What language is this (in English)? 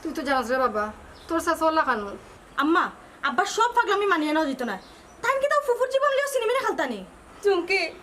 Sylheti